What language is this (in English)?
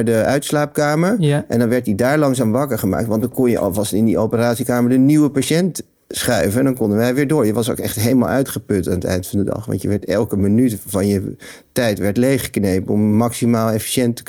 Dutch